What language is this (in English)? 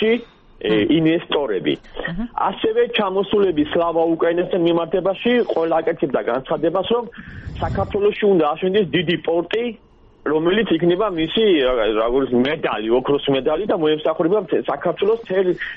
Georgian